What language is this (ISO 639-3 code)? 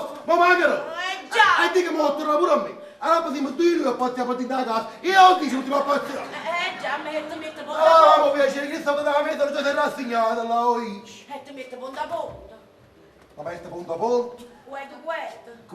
nap